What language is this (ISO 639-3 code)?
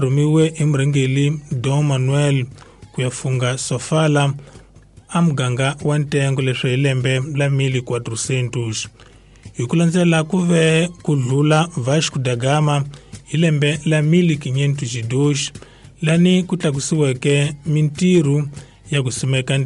tso